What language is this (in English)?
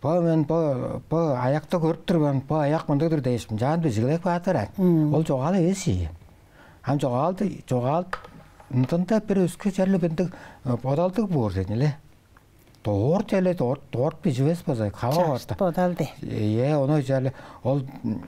Tuvinian